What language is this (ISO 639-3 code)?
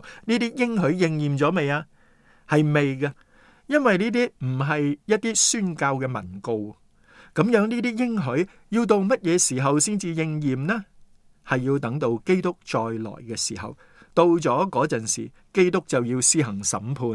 yue